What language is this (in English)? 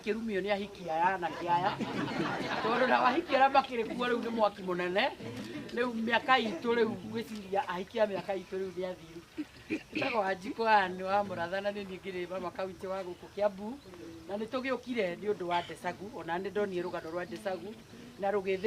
Kikuyu